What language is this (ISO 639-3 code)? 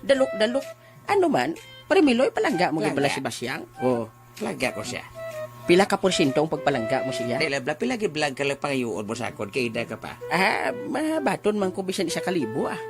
hil